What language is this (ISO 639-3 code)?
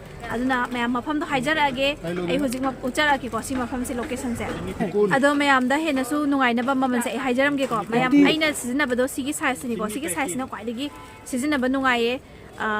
mni